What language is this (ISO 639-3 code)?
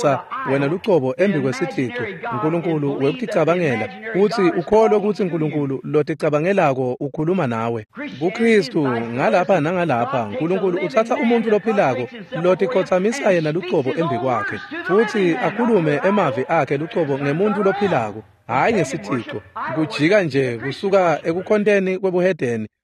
ssw